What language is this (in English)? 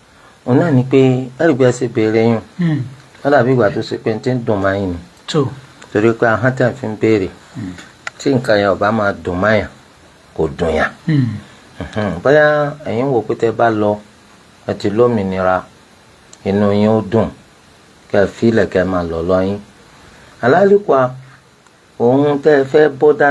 Yoruba